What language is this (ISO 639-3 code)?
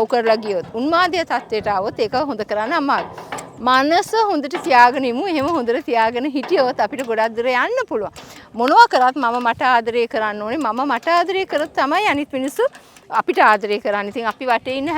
sin